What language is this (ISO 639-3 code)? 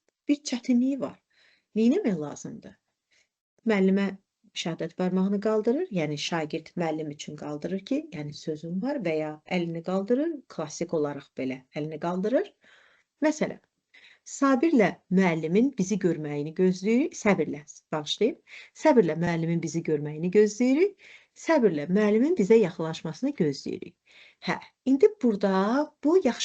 aze